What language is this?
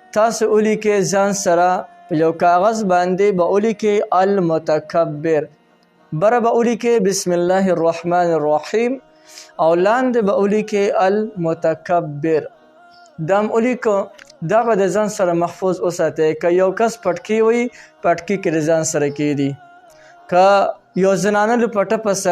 Pashto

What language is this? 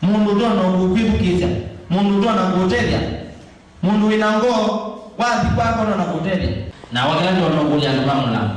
Kamba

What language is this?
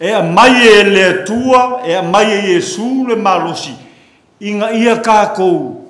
Samoan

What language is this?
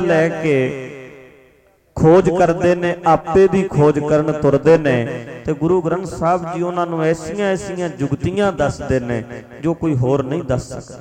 Punjabi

